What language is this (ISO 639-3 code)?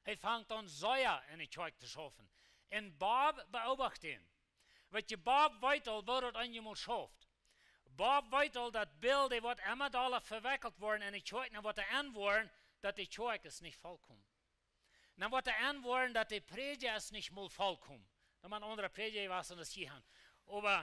pdt